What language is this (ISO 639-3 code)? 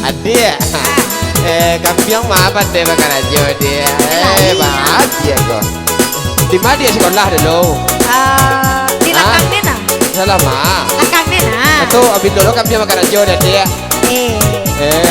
min